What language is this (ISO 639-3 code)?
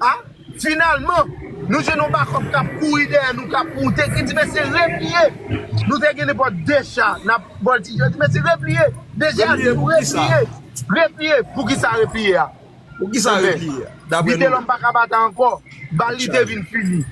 hat